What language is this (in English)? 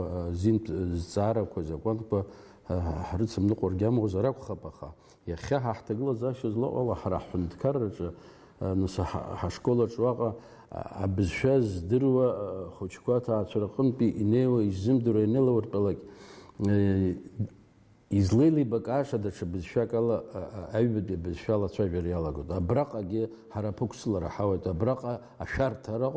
Abkhazian